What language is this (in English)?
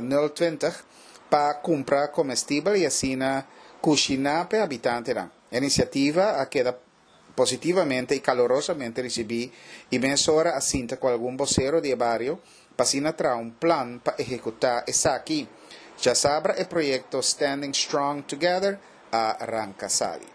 Papiamento